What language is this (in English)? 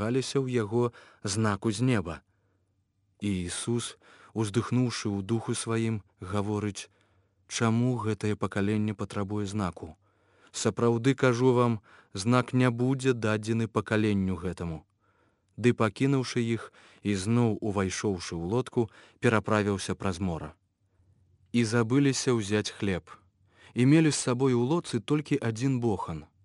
Belarusian